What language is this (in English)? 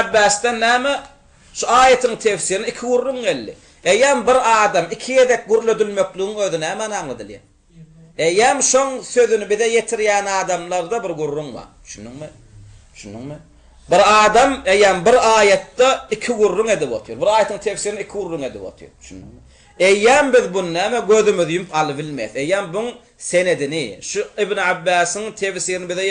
Turkmen